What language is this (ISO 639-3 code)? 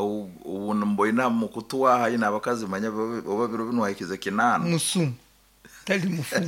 nyn